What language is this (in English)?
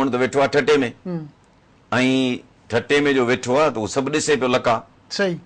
Sindhi